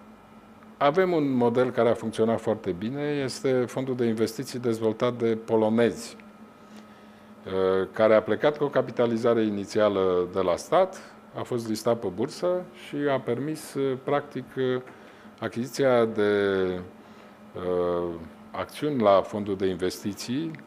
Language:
Romanian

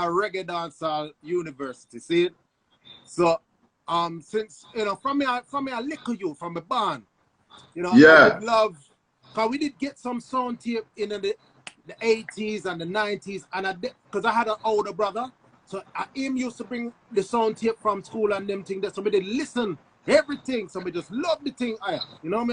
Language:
Jamaican Creole English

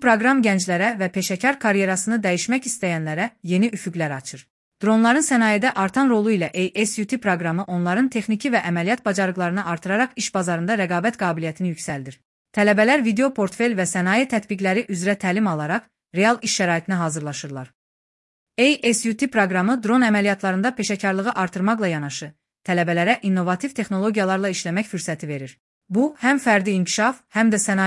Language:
Azerbaijani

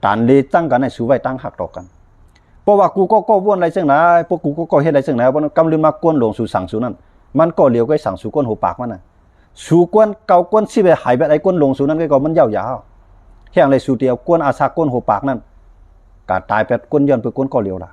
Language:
Shan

